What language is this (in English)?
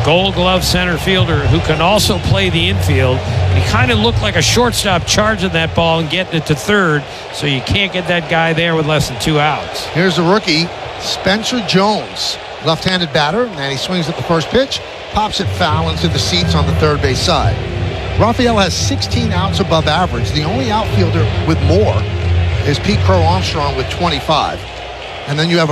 English